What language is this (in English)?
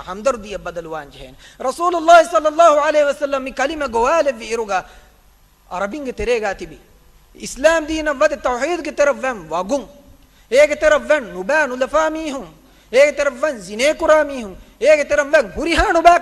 Divehi